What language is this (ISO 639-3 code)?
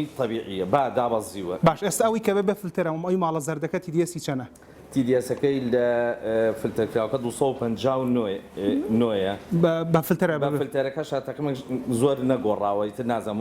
ckb